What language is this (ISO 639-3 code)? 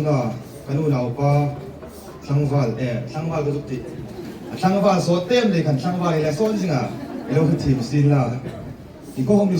hmr